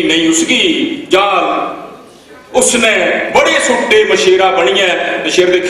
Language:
Dogri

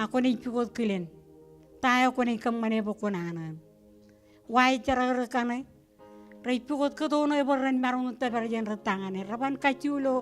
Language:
Marshallese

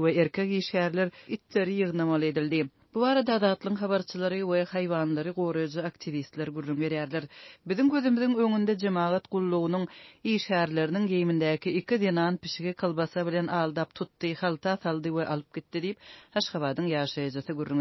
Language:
Turkmen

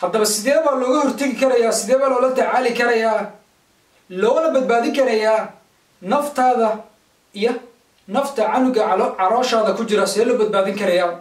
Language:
Somali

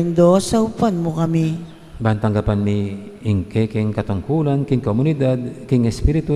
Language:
Pampanga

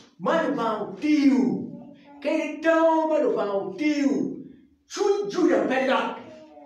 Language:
Acoli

